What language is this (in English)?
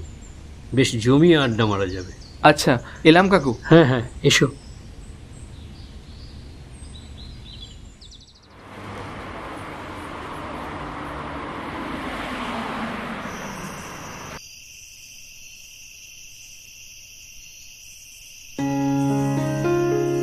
Bangla